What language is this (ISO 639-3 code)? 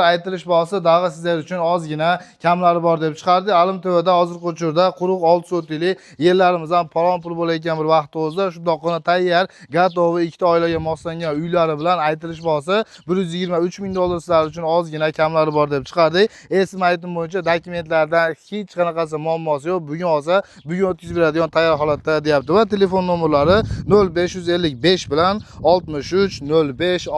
uzb